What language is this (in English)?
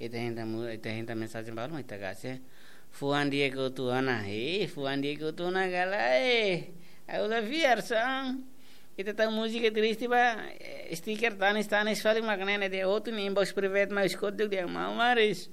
Tetum